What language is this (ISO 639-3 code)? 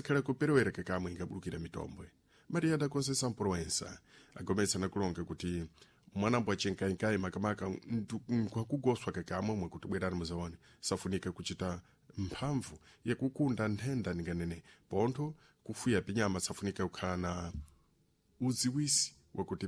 seh